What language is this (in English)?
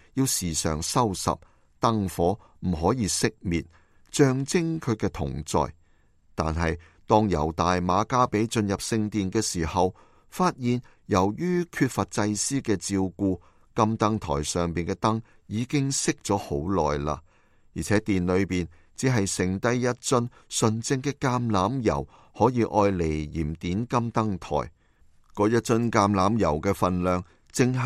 Cantonese